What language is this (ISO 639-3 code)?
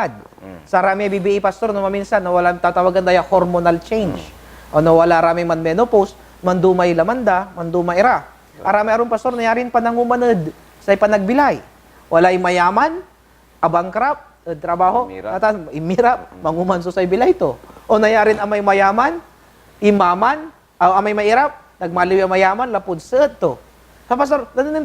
pag